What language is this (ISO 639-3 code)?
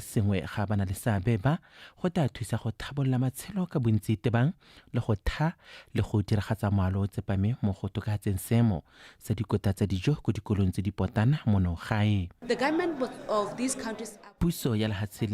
tsn